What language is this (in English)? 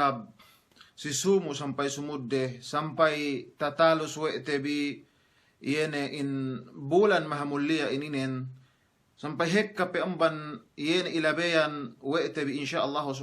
Yakan